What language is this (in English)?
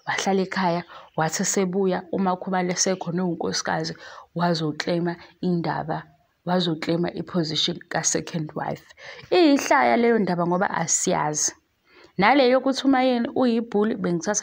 Zulu